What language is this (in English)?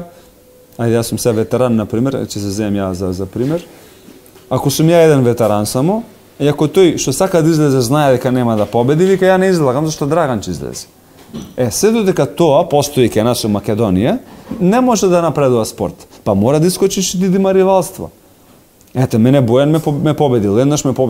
Macedonian